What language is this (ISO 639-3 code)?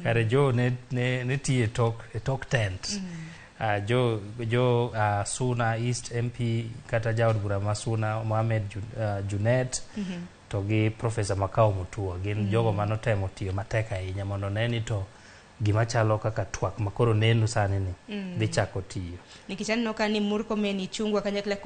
luo